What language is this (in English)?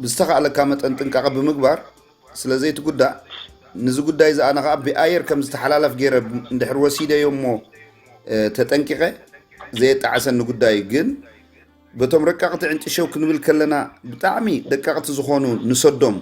Tigrinya